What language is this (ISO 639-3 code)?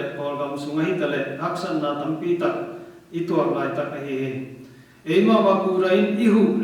ctd